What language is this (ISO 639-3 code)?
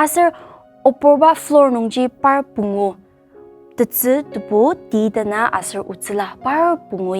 njo